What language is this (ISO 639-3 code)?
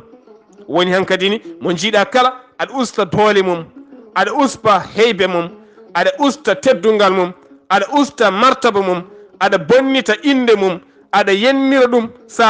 ful